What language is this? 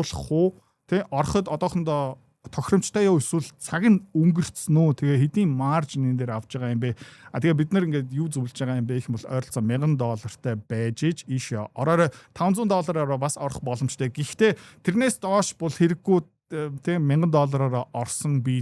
Mongolian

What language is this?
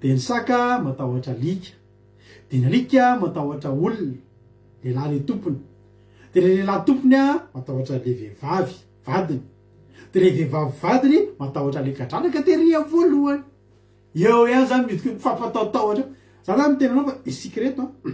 Malagasy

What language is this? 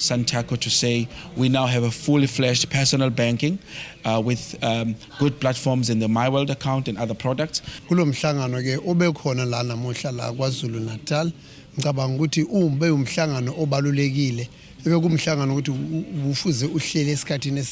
Zulu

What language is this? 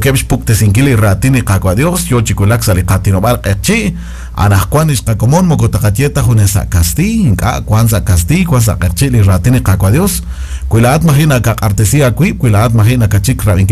Kekchí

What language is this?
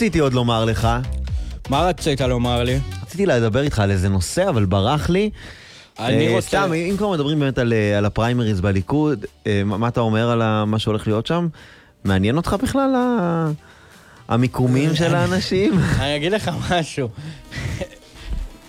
Hebrew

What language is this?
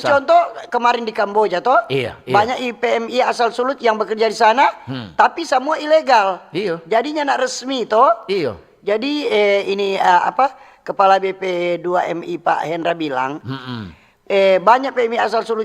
Manado Malay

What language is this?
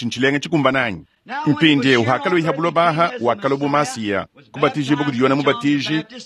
Luba-Lulua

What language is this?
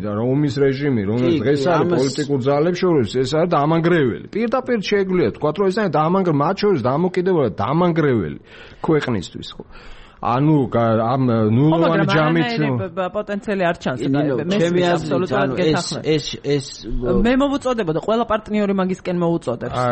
Georgian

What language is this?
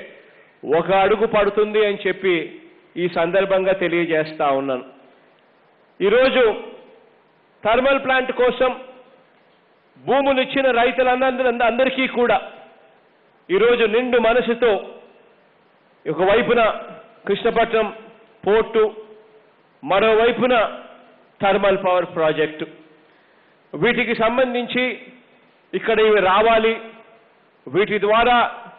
Telugu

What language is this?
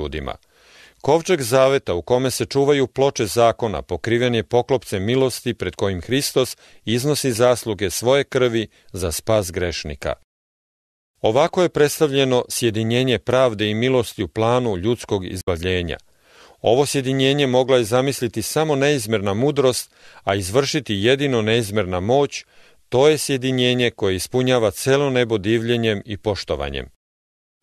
Serbian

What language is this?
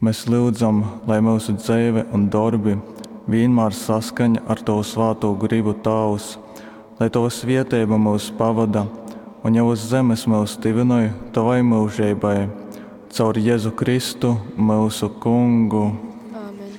Latgalian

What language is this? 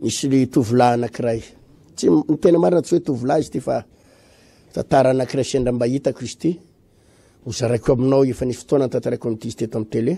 Malagasy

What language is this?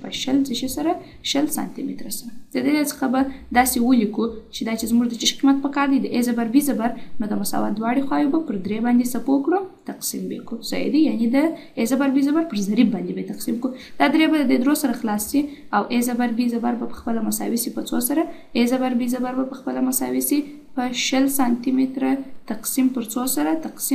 Pashto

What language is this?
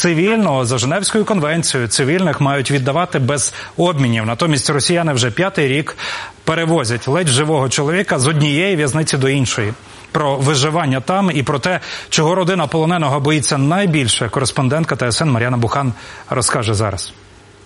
Ukrainian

